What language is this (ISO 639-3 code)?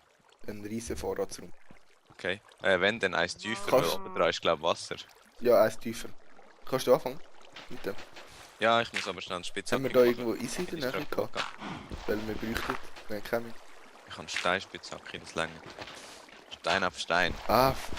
gsw